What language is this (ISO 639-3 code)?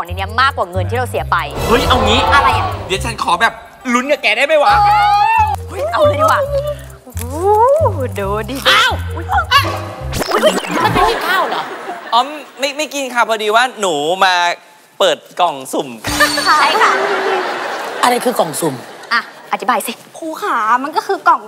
tha